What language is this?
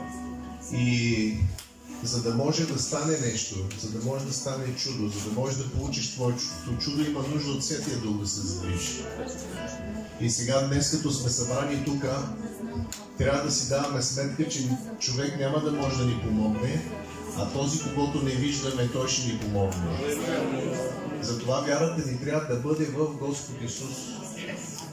Bulgarian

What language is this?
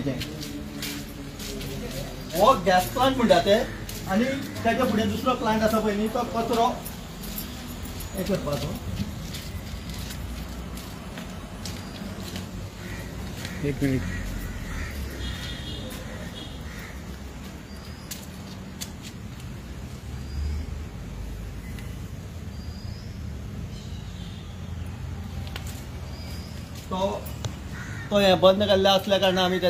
Konkani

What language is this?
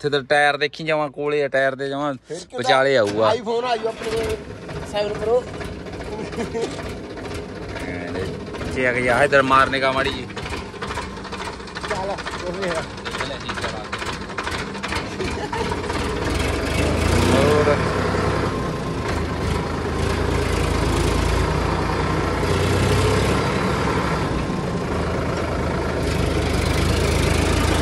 Punjabi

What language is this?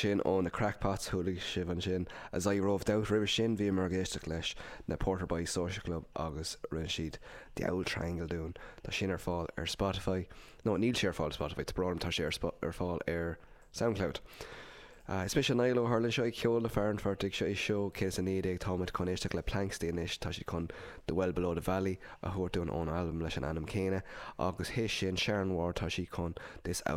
Irish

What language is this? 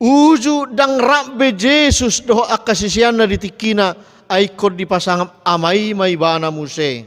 Batak Toba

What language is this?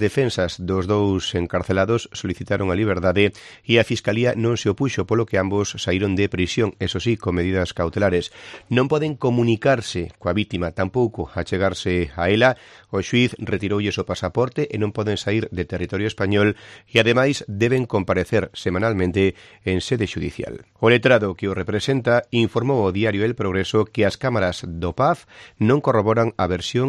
Galician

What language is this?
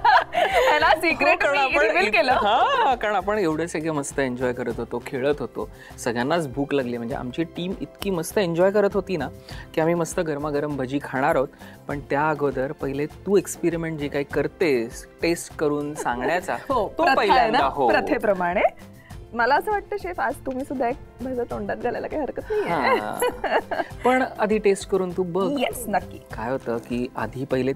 Marathi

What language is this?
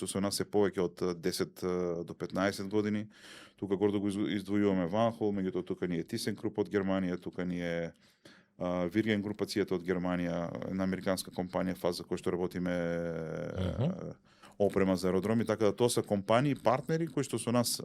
Macedonian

